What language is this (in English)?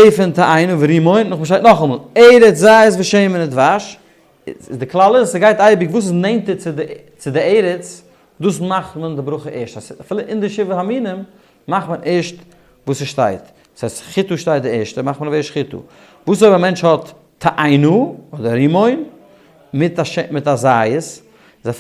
Yiddish